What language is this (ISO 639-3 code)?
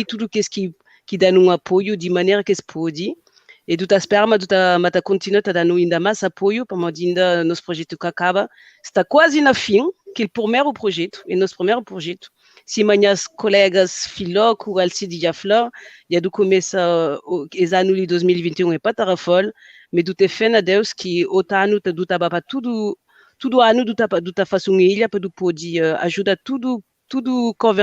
kea